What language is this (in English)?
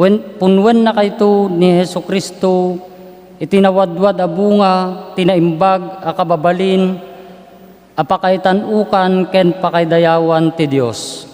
Iloko